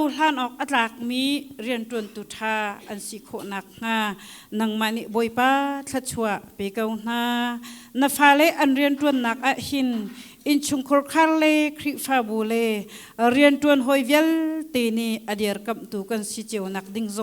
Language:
Hakha Chin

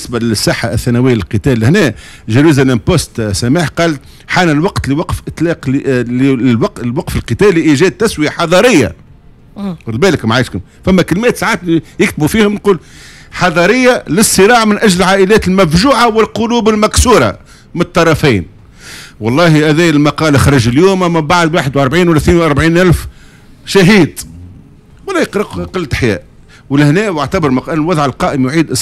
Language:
Tunisian Arabic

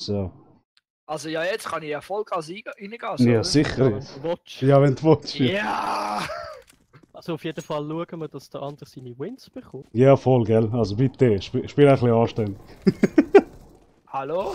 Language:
Swiss German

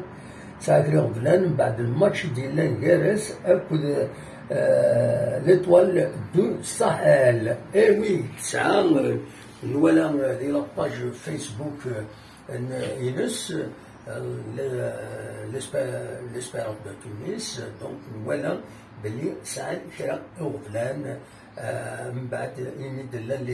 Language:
Kabyle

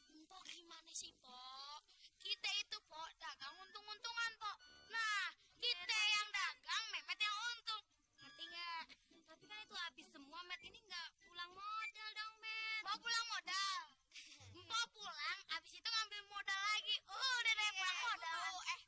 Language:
Betawi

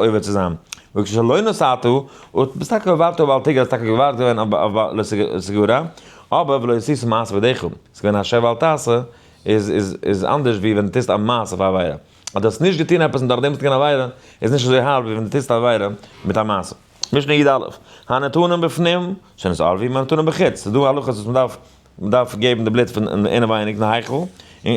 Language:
Yiddish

